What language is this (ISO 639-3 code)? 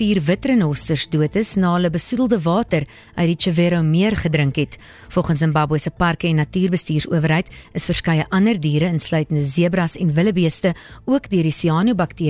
afr